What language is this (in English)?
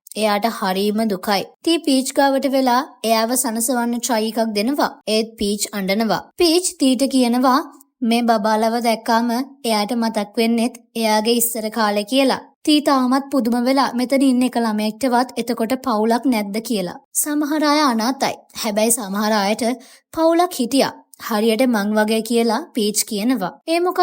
Sinhala